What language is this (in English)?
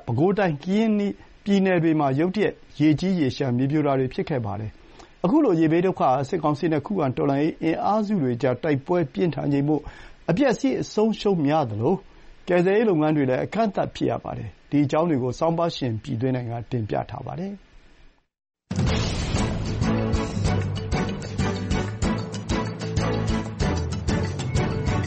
Burmese